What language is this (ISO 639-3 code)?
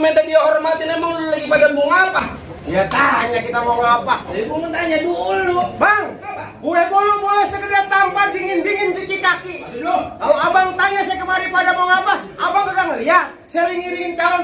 bew